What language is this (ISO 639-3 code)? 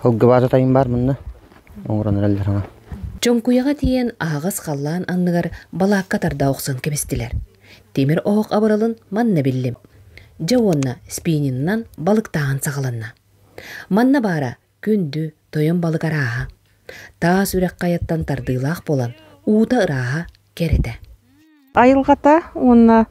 sah